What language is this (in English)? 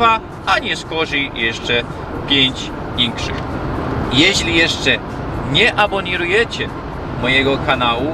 Silesian